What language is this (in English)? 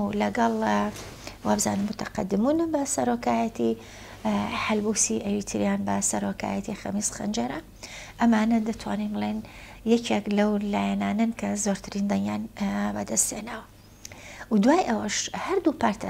Central Kurdish